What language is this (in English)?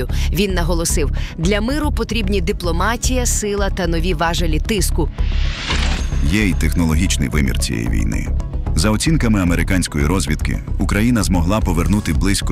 Ukrainian